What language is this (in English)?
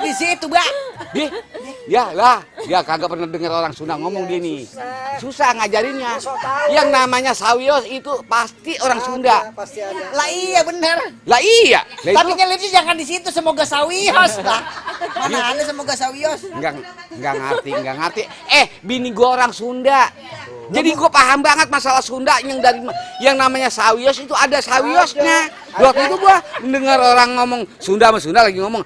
Betawi